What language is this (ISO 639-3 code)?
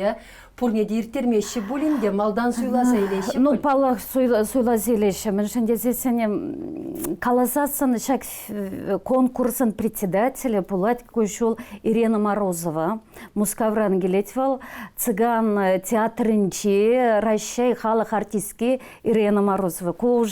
chv